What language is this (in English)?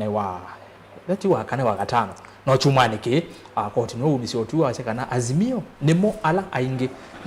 Kamba